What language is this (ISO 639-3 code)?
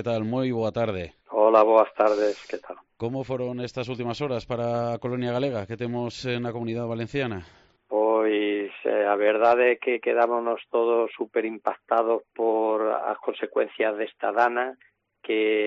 glg